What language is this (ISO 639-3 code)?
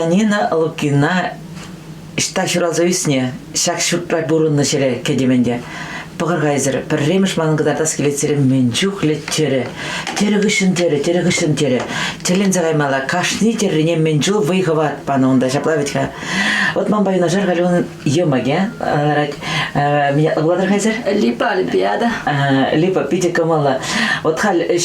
chv